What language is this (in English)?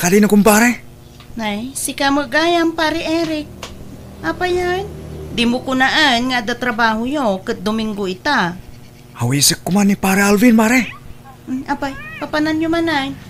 Iloko